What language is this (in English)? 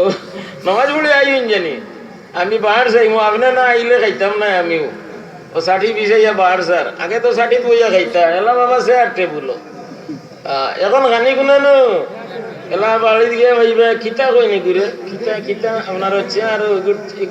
Sylheti